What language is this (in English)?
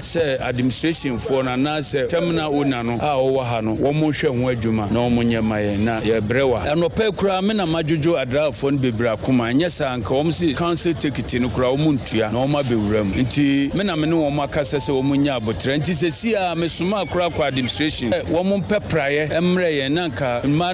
Akan